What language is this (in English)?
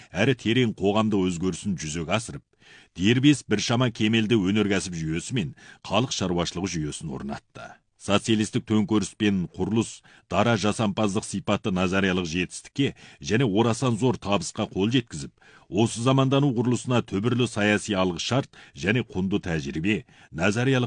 Kazakh